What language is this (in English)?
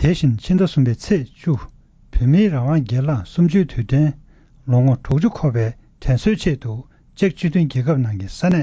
Tibetan